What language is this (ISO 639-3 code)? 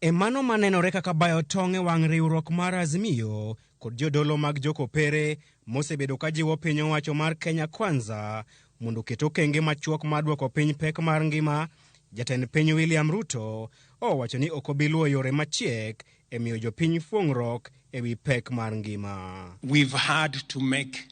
luo